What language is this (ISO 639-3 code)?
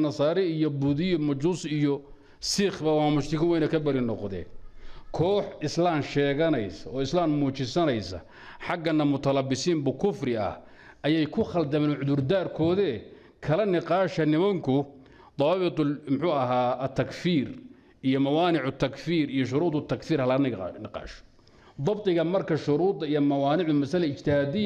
som